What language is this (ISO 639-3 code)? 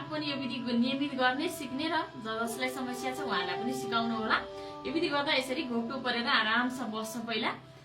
nep